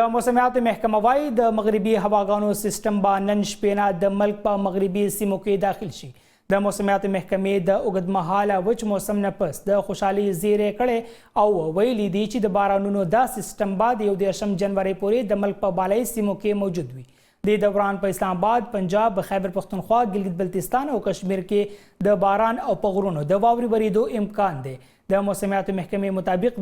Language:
Pashto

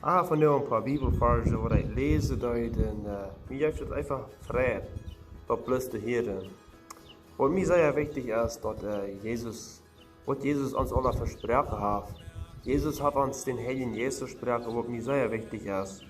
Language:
Plautdietsch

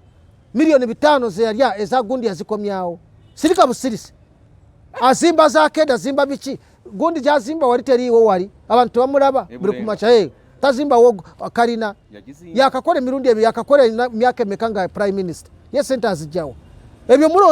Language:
Ganda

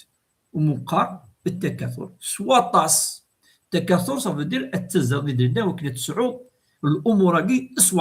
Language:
Kabyle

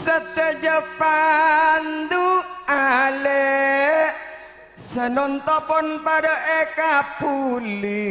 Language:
Madurese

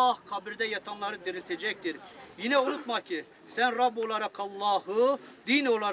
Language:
Turkish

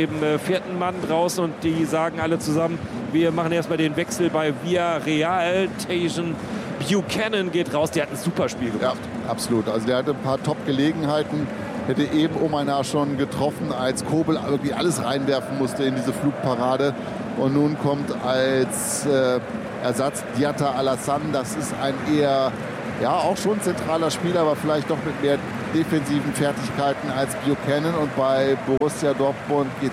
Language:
German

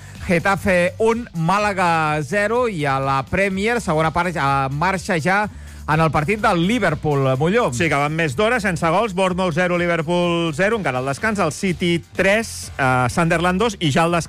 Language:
Catalan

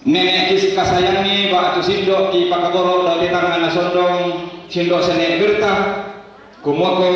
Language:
Toraja-Sa'dan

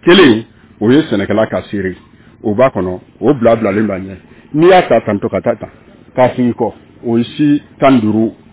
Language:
Bambara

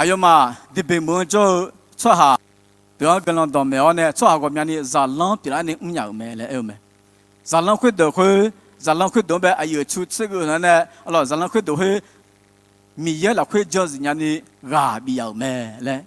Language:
Akha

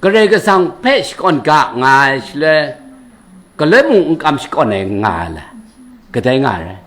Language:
Kachin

